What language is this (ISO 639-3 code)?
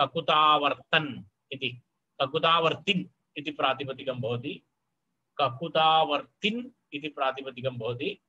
san